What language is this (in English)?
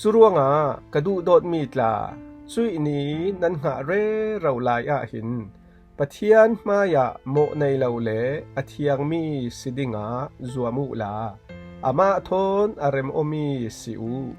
Falam Chin